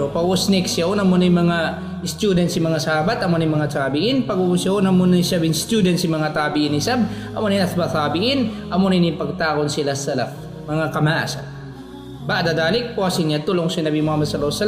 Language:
Tausug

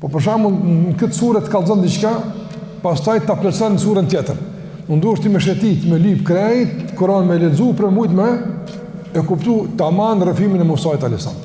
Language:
Albanian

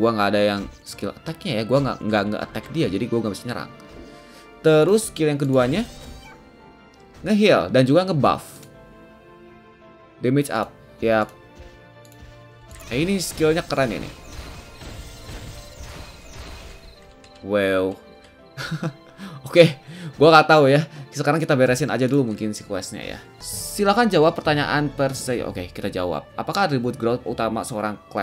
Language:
Indonesian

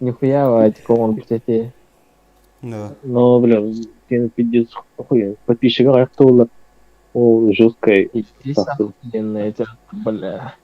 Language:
Yakut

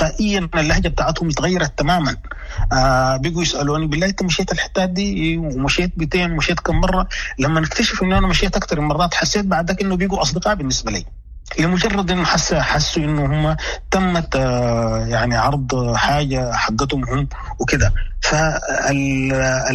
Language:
Sudanese Arabic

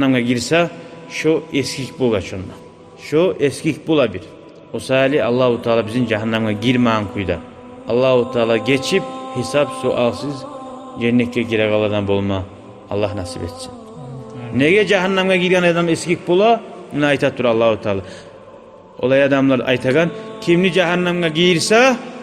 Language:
Kumyk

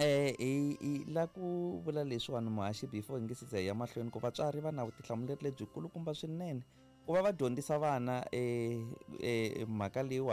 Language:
Tsonga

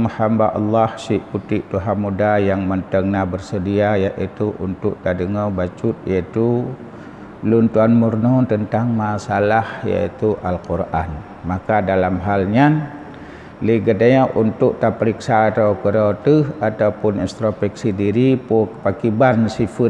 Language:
Achinese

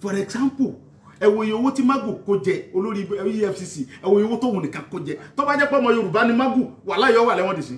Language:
Yoruba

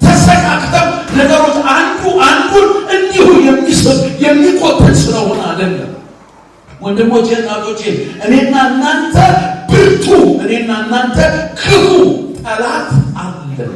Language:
Amharic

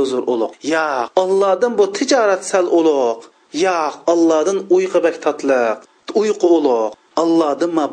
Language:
Uyghur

